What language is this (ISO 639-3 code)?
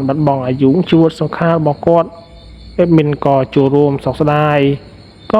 khm